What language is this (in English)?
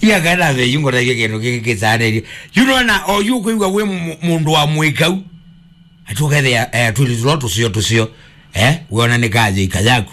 Kamba